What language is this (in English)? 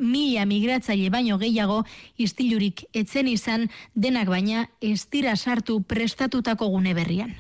Basque